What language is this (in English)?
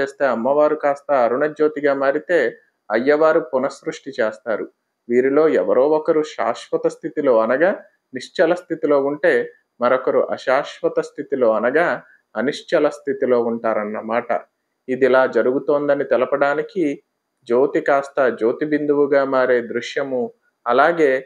Telugu